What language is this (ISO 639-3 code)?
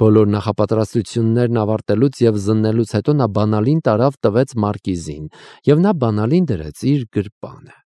hye